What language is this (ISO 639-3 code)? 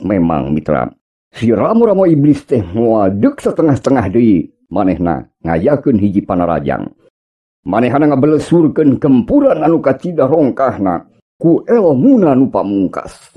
sun